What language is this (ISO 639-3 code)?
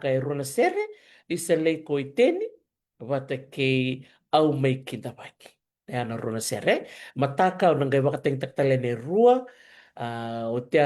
fij